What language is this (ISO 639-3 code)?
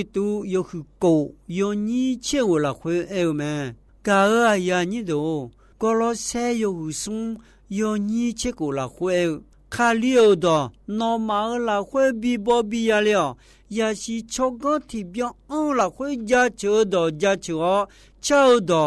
ahk